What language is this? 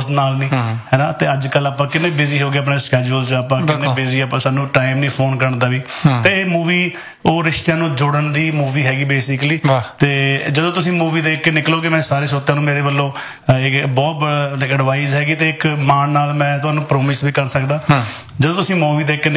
Punjabi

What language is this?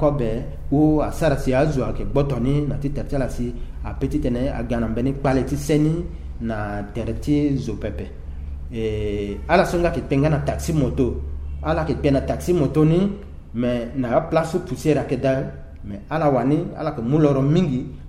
Sango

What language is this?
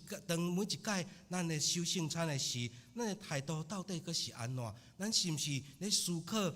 Min Nan Chinese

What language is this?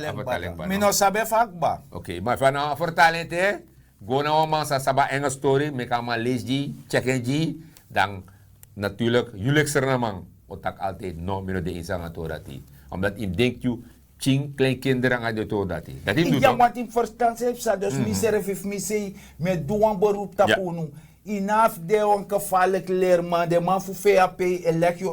Sranan Tongo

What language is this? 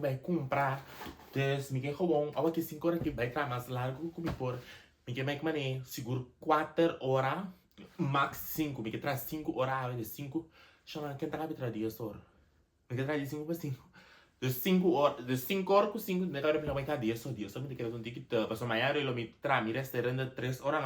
Papiamento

